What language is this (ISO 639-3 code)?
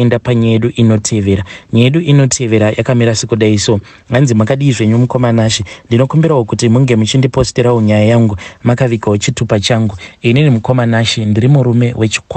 sna